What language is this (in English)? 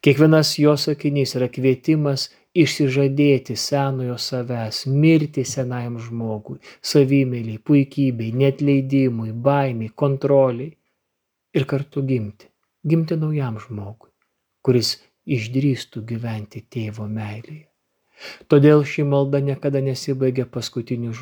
Lithuanian